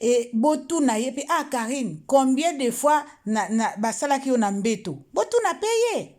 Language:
Lingala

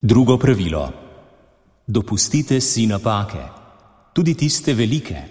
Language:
Slovenian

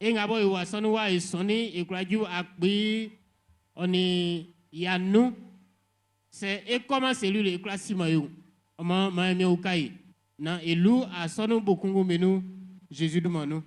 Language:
Baoulé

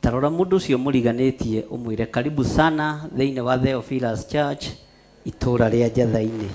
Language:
Kikuyu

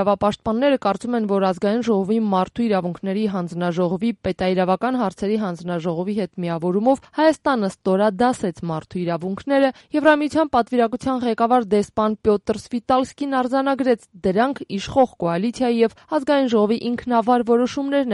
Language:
Armenian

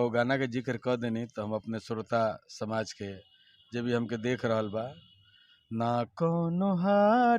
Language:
Bhojpuri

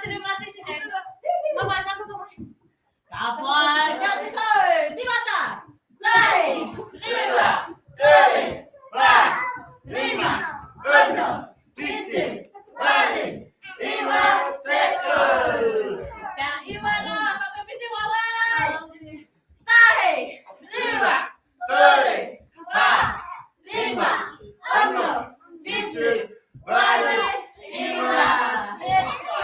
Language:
Māori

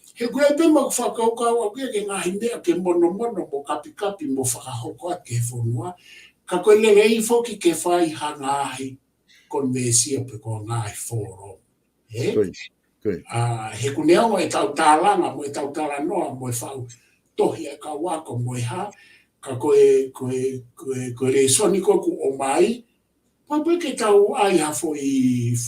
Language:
Tongan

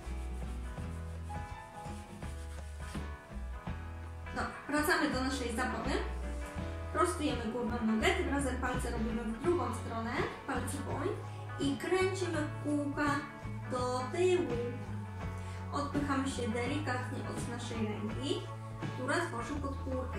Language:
Polish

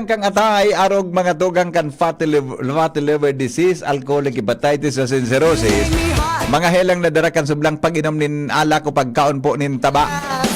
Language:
Bikol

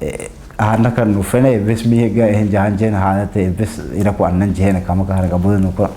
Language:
Divehi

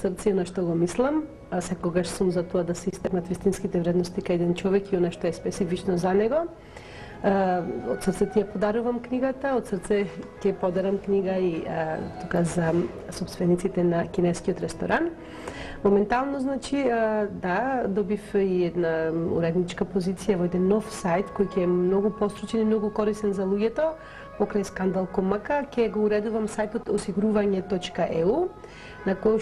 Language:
Macedonian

